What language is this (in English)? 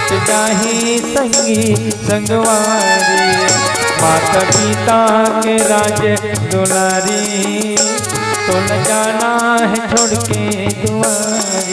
Chhattisgarhi